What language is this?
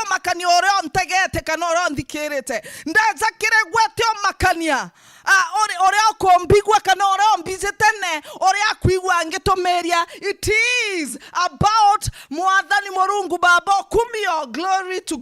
Meru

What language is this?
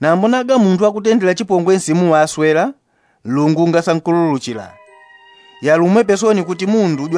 Yao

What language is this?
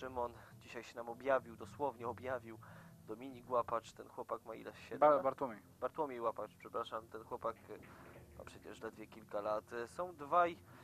Polish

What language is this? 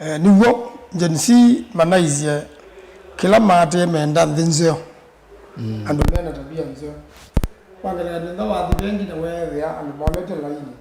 Kamba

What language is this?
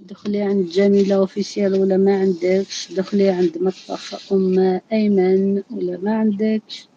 Algerian Arabic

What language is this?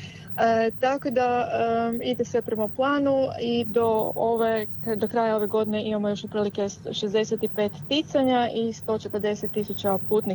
Croatian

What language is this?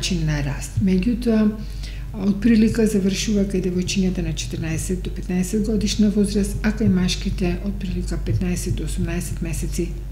Macedonian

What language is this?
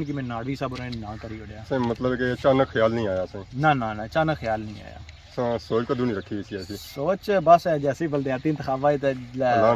Pahari-Potwari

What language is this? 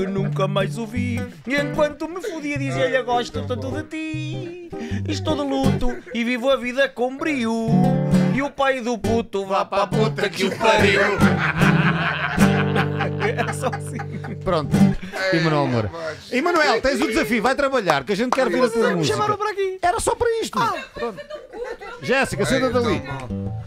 Portuguese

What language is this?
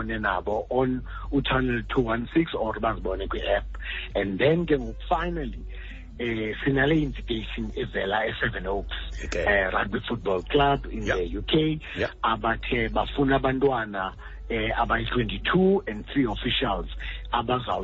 Xhosa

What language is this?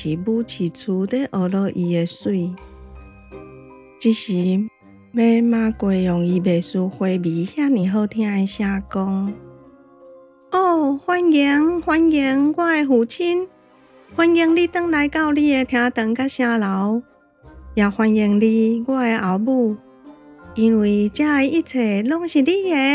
Min Nan Chinese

